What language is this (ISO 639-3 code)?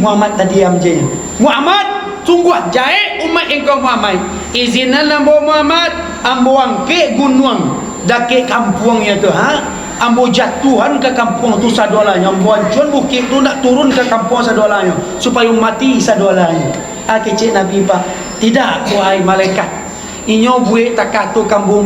min